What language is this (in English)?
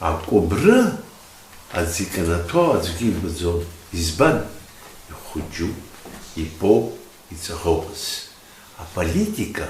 Abkhazian